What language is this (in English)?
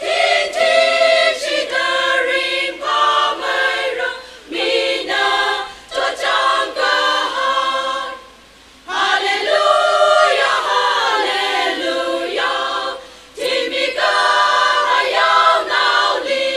Tangkhul Naga (India)